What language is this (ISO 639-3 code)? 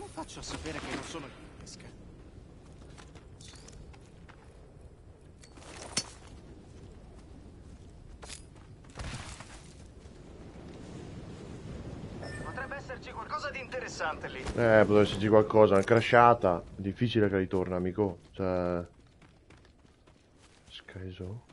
ita